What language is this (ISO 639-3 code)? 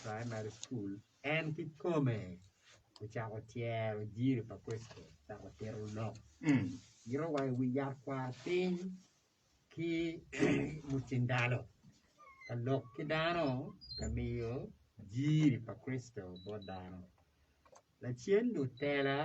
ach